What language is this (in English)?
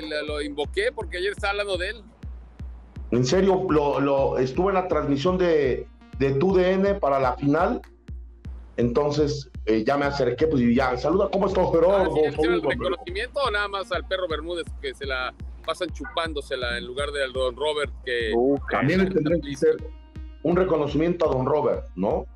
Spanish